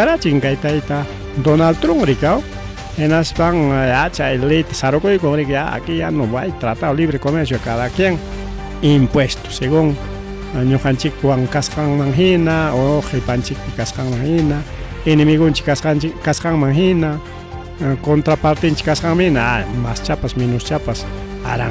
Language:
Ayacucho Quechua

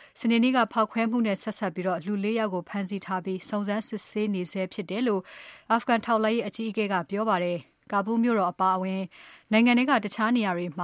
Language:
Burmese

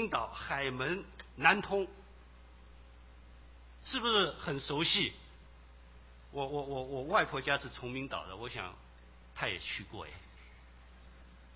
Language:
Chinese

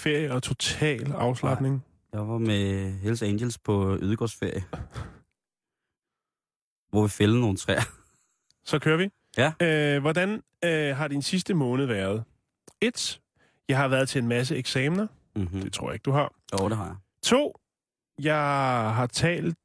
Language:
Danish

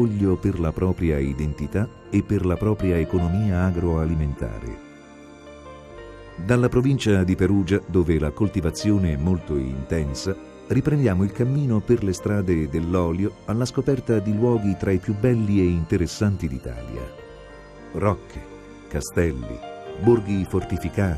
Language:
Italian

